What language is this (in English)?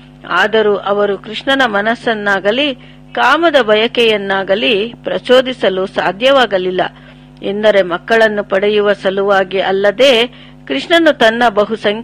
Kannada